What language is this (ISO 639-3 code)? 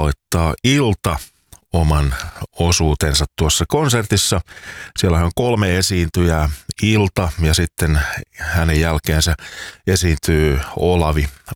fin